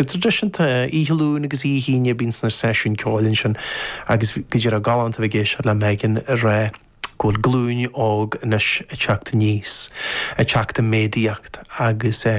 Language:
Irish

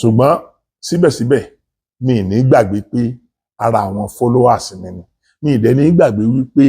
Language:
Yoruba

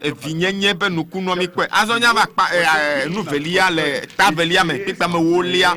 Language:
Ewe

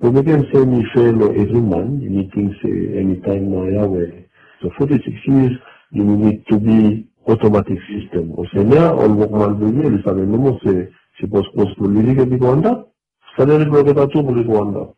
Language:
Bislama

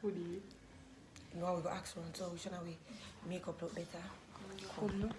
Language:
Jamaican Creole English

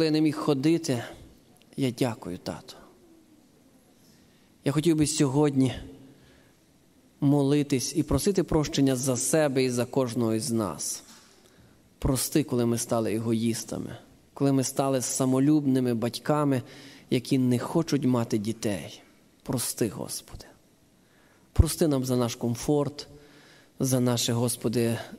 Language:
Ukrainian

